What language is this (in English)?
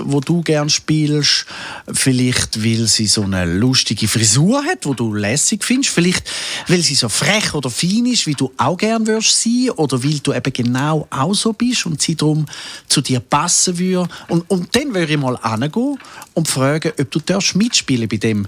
Swiss German